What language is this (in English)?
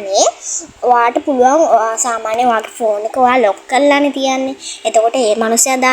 Sinhala